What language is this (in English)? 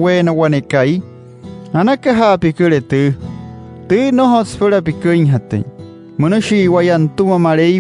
Wayuu